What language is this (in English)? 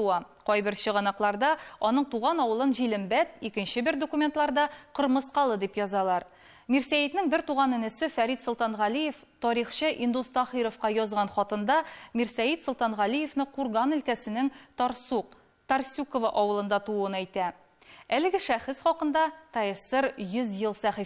Tatar